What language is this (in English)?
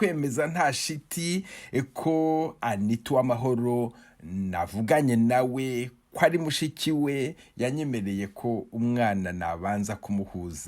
Kinyarwanda